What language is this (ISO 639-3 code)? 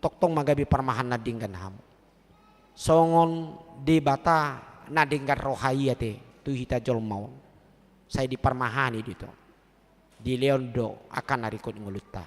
bbc